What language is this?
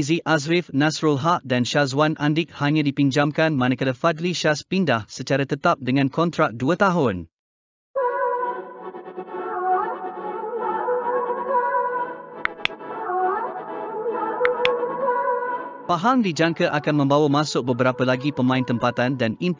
Malay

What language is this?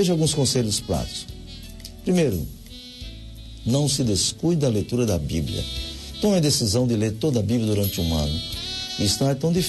Portuguese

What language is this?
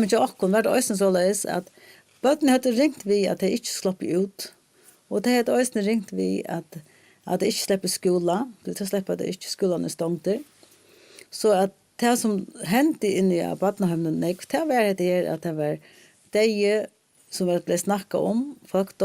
Faroese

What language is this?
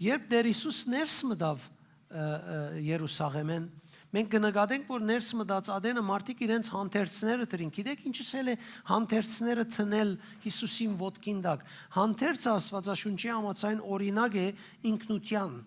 Western Armenian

